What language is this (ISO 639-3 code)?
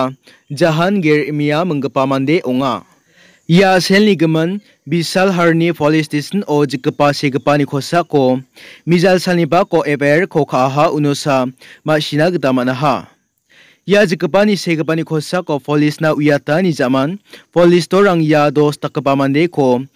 grt